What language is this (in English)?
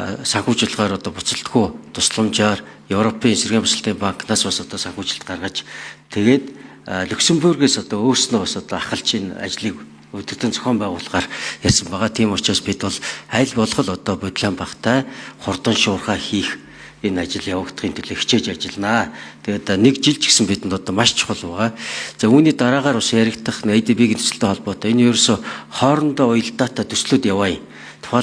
Mongolian